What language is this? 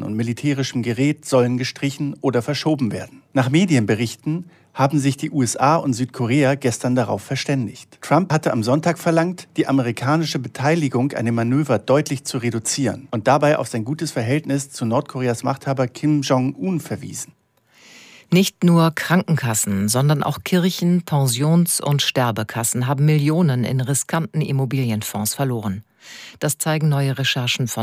German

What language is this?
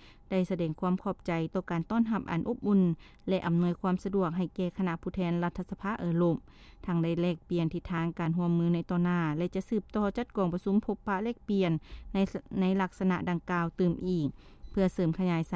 Lao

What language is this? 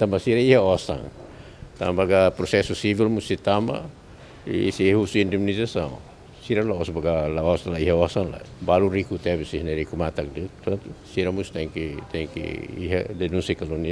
Tetum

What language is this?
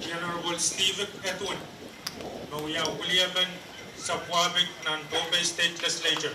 Pohnpeian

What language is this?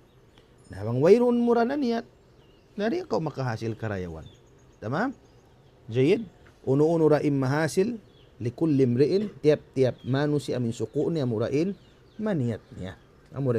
Tausug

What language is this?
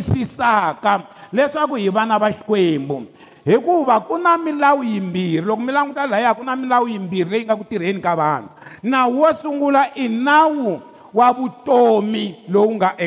Tsonga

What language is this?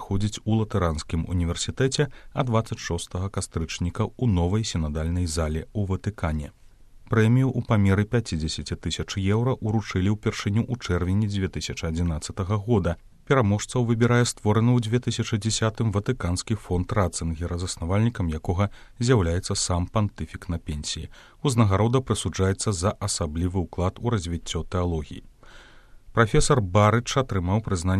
Belarusian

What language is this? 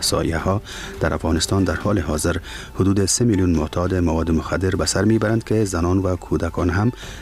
Persian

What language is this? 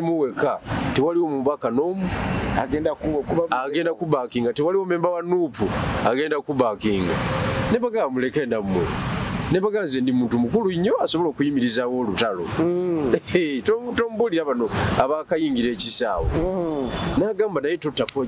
Ganda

